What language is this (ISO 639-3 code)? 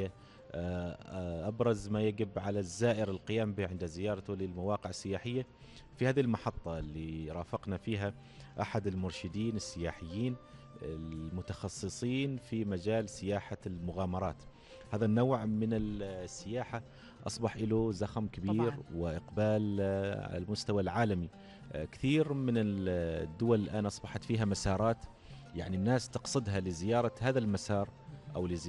ara